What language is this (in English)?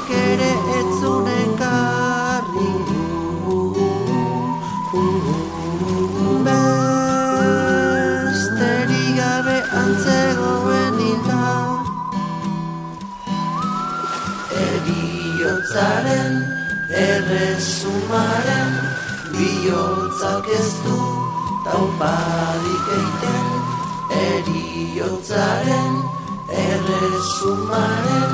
Basque